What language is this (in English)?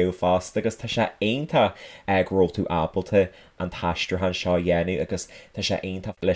Irish